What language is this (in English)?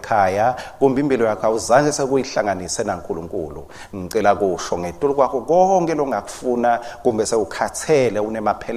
Swati